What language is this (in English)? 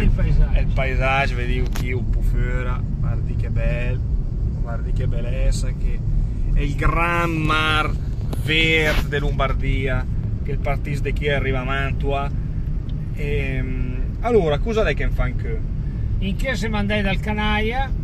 Lombard